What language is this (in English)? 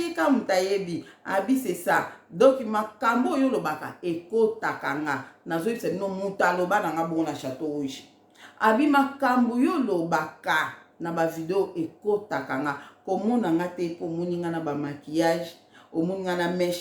Lingala